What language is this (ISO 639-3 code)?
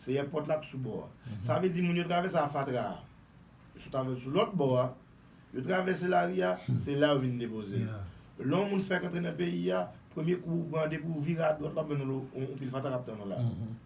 hat